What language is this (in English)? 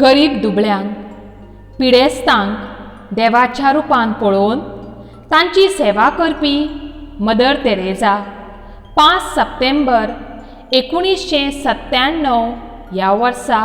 Konkani